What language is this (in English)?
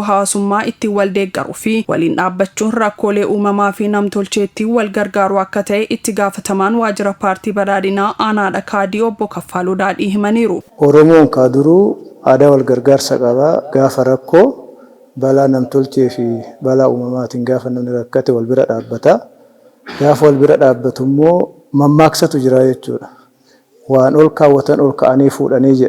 Oromo